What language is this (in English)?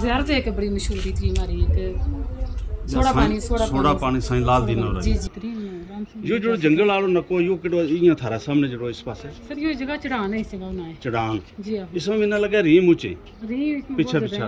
Gujari